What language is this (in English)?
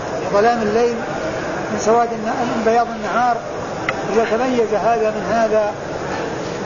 Arabic